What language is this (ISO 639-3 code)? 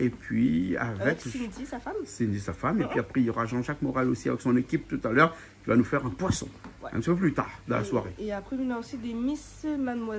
rcf